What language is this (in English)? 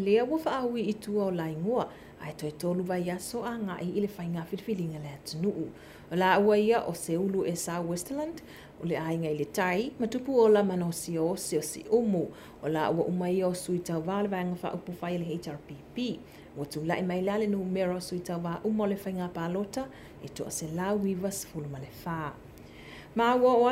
Samoan